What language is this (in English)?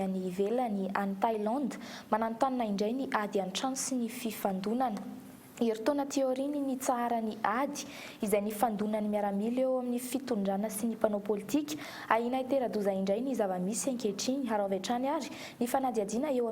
Malagasy